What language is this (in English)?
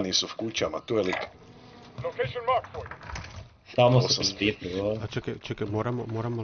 Croatian